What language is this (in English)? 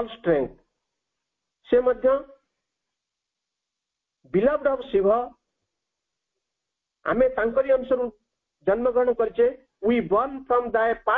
Odia